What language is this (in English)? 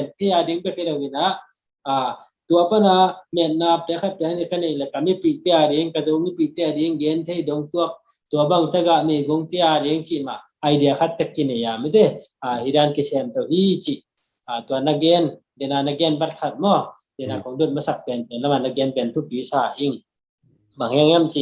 Tedim Chin